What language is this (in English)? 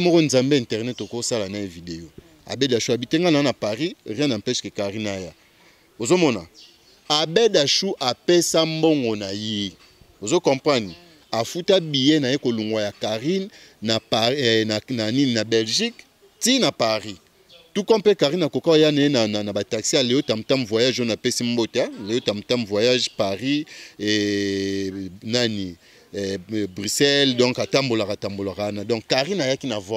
Lingala